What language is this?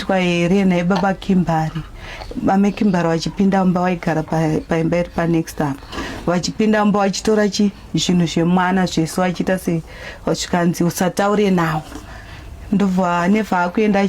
Shona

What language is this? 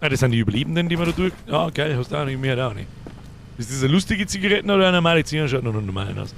Bavarian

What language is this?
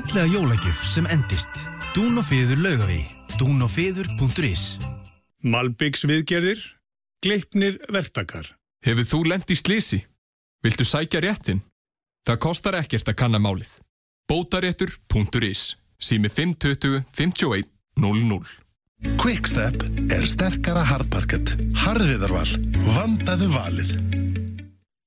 Icelandic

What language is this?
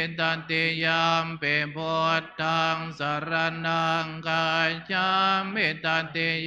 Pali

